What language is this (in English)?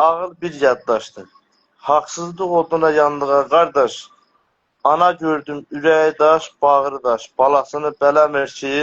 South Azerbaijani